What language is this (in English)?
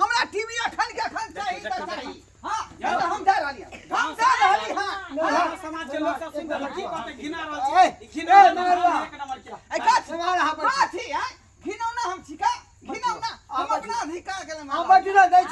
Maithili